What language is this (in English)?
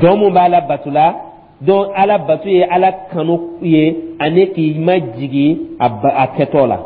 Dyula